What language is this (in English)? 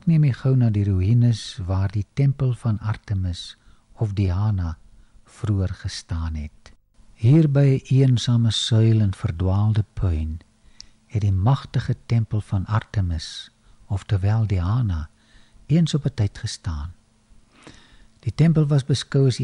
Afrikaans